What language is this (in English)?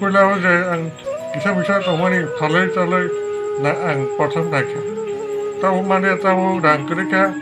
Kok Borok